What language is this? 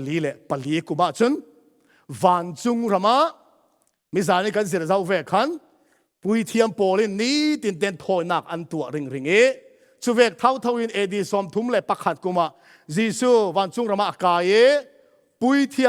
Falam Chin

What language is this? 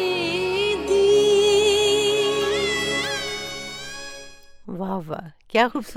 Hindi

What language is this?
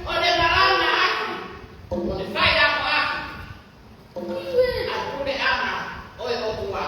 Tongan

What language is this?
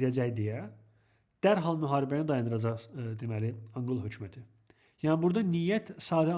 Azerbaijani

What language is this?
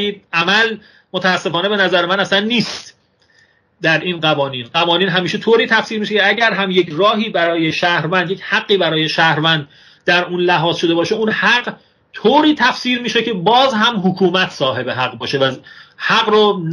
Persian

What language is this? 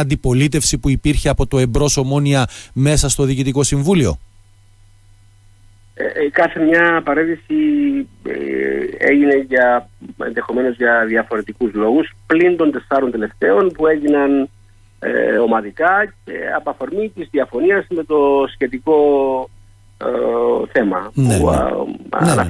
Greek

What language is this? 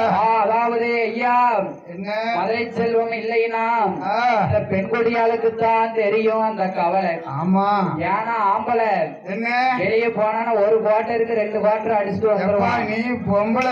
Tamil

